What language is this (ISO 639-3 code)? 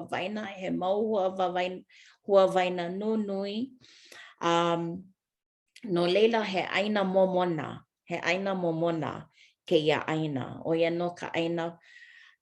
haw